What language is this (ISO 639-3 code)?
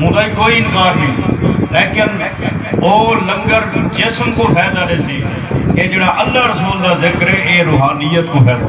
skr